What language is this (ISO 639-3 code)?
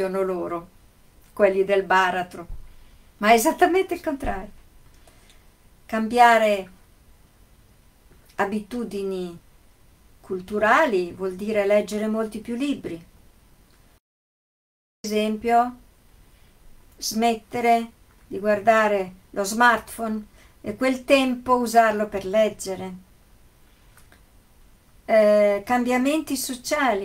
ita